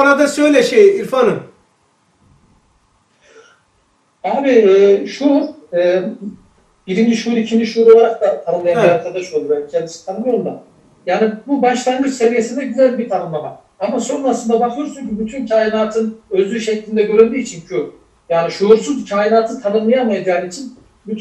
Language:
Turkish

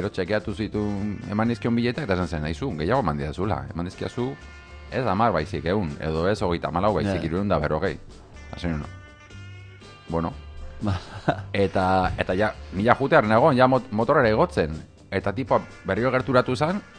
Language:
Basque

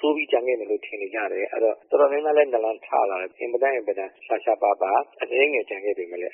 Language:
Burmese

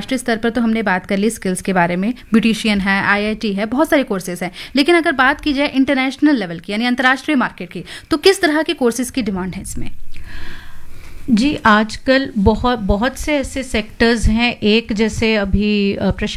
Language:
Hindi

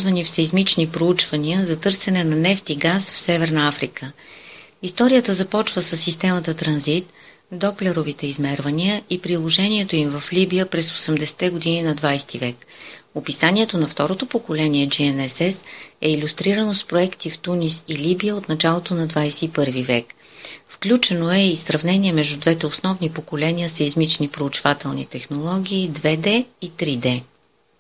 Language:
Bulgarian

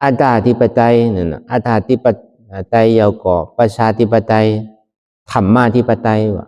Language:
Shan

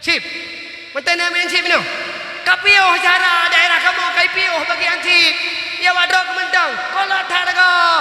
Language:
Achinese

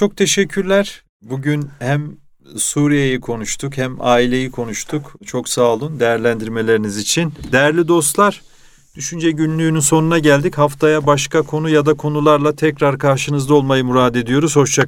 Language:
Turkish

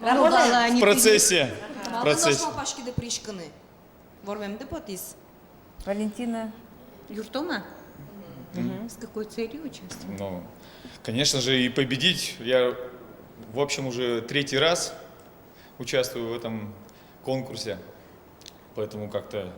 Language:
Udmurt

